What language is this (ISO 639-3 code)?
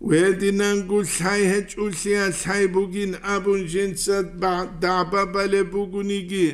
ava